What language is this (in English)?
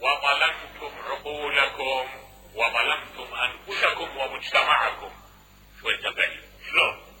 Mesopotamian Arabic